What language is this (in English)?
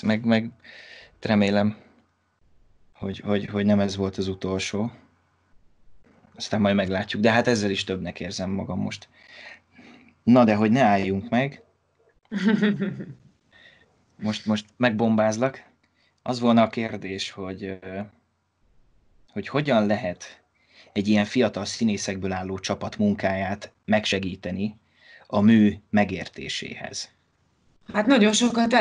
Hungarian